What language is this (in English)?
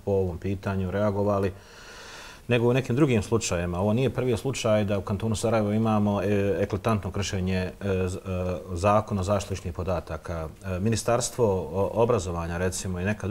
Bosnian